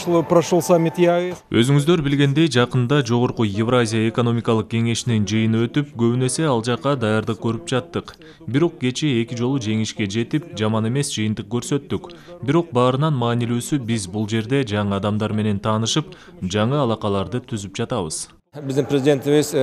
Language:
Kyrgyz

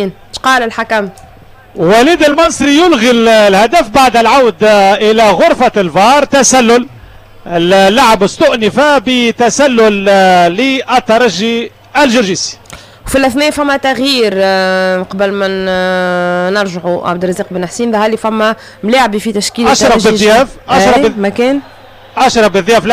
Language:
Tunisian Arabic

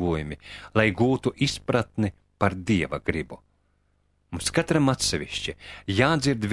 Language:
Latvian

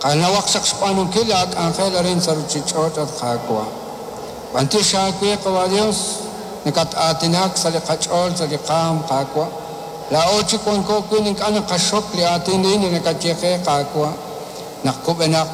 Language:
Kekchí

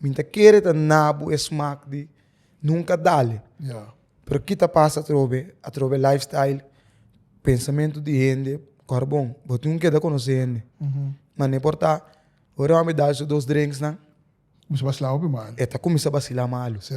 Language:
Papiamento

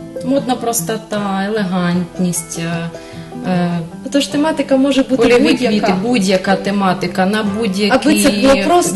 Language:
Ukrainian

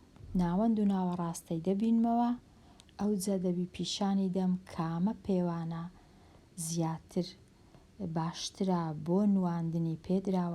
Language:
Central Kurdish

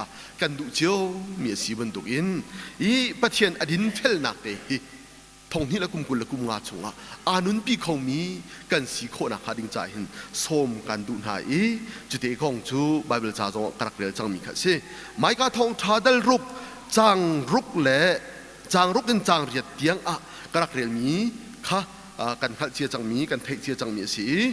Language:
Hakha Chin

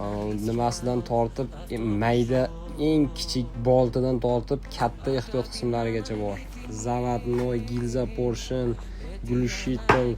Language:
Uzbek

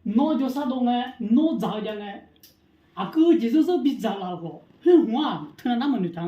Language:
Akha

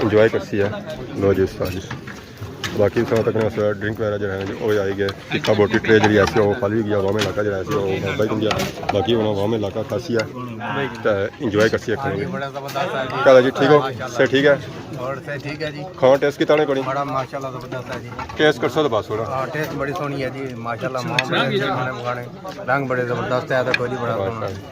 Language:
Pahari-Potwari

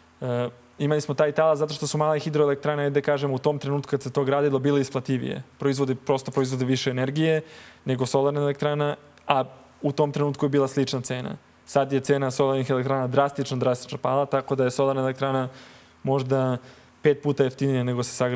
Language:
Serbian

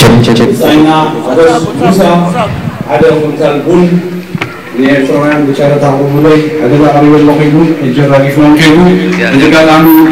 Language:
Tigrinya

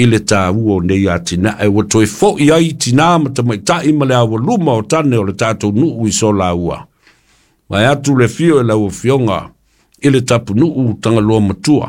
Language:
Samoan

